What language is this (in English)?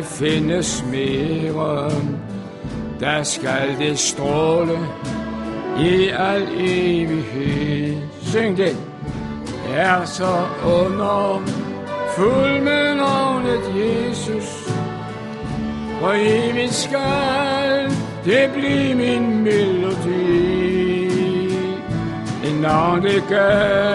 Danish